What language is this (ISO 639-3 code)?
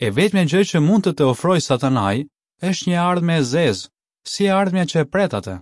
sqi